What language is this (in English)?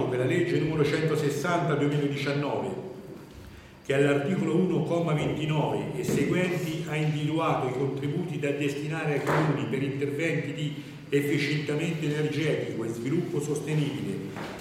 Italian